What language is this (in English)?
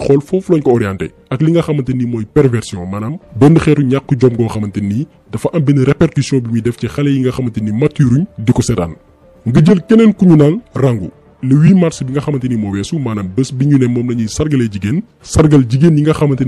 Wolof